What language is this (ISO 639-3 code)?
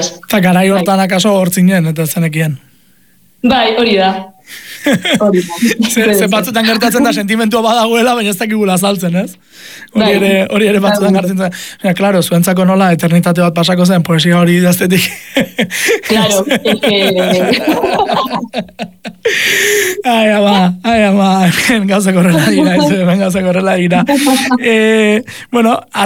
eus